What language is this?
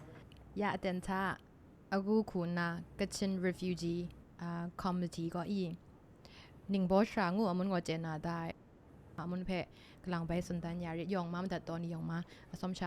Kachin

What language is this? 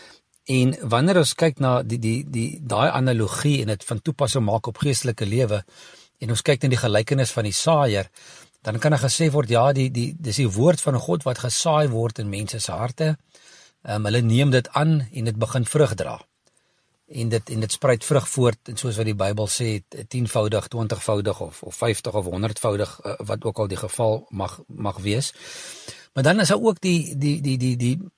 Afrikaans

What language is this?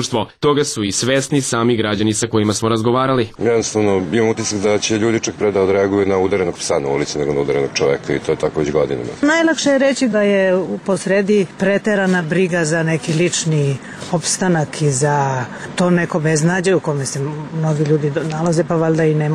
Serbian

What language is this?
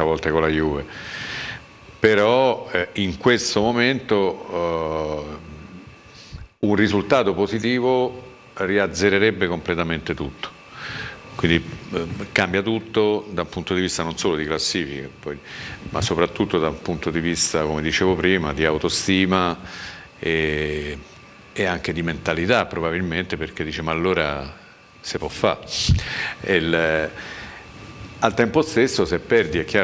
Italian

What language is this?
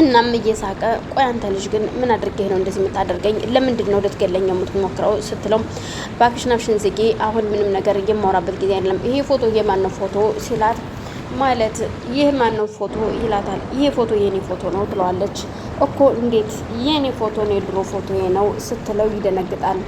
Amharic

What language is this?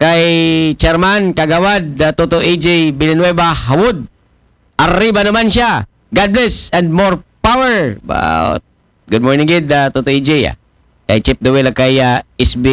Aklanon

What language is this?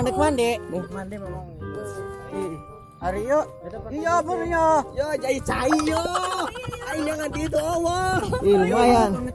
Sundanese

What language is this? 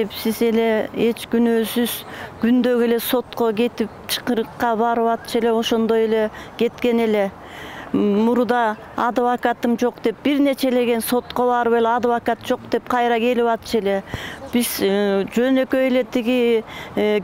Kyrgyz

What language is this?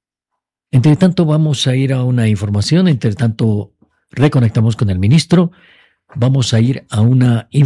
Spanish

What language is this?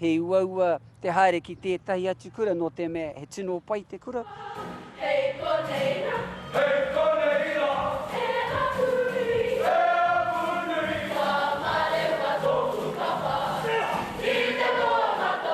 Māori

